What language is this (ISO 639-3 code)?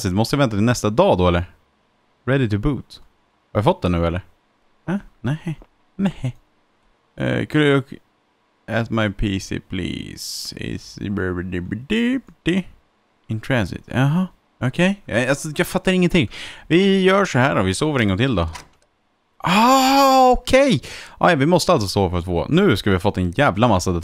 swe